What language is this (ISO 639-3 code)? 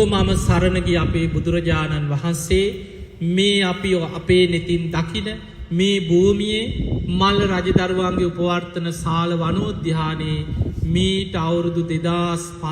sin